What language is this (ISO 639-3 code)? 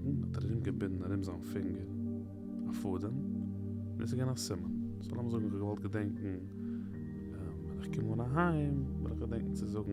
yid